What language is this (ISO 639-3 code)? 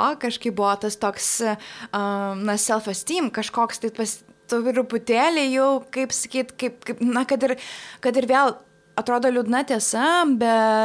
lit